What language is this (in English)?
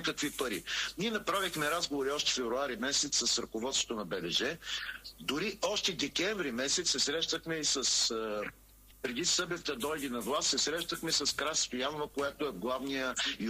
Bulgarian